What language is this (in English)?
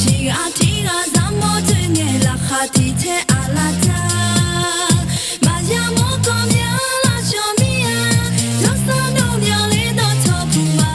Akha